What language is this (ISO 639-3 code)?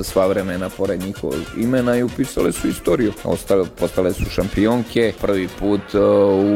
srp